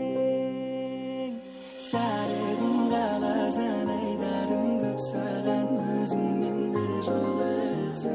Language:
Kara-Kalpak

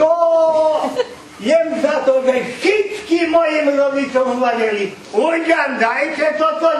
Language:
Rusyn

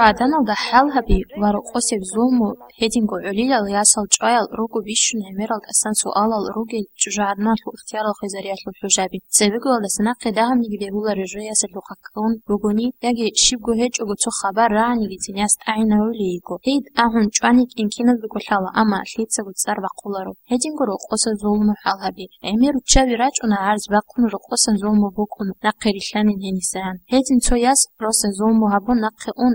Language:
Avaric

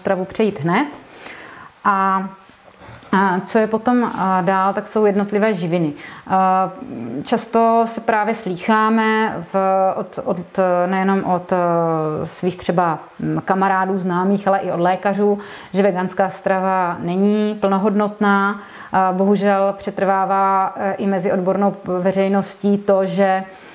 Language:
Czech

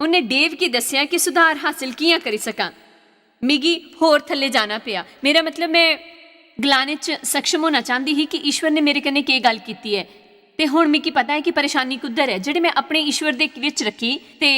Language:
Dogri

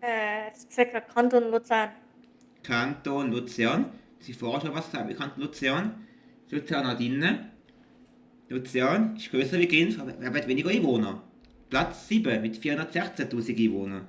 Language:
Swiss German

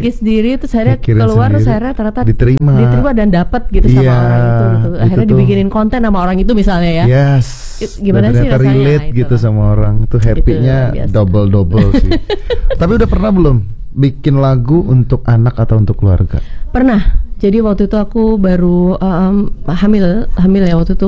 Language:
Indonesian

